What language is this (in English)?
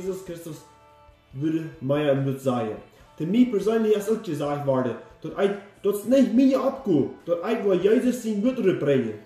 Plautdietsch